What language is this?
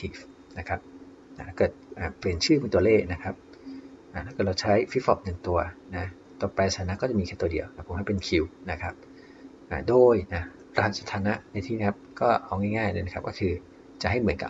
Thai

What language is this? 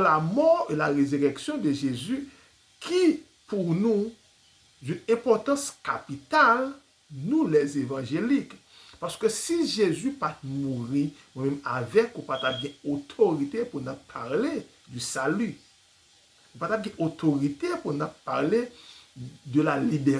Haitian Creole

